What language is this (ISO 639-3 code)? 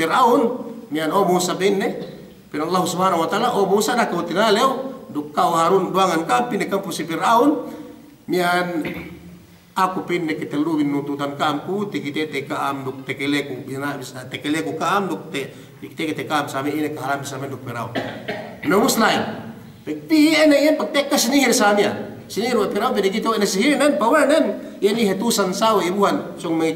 yka